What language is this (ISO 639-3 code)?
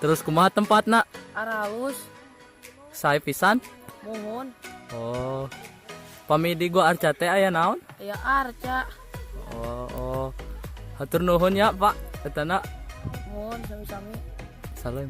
sun